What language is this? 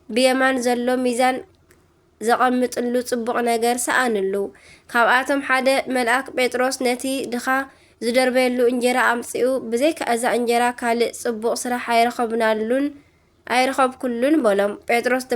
Tigrinya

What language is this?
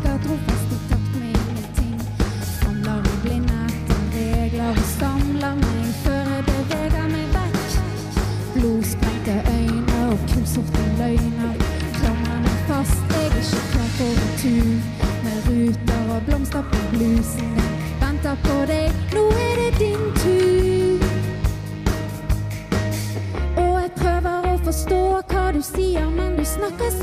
Norwegian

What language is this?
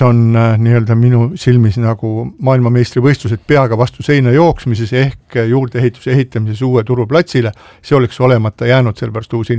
Estonian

